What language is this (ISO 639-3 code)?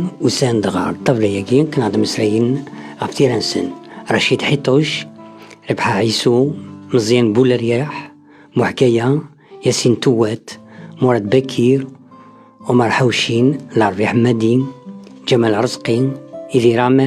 kab